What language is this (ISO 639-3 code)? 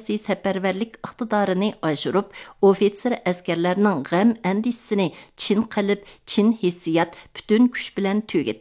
uig